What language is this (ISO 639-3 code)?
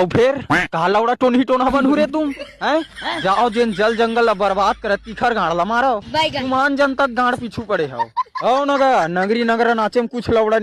hne